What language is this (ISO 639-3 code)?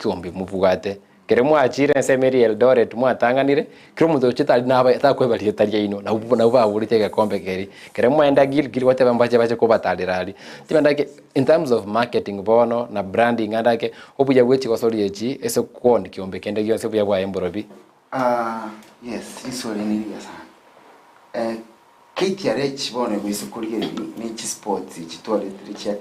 guz